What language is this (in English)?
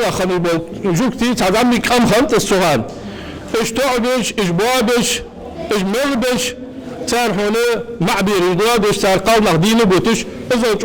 Ingush